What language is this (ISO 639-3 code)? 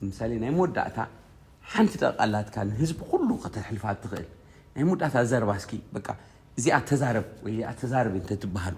tir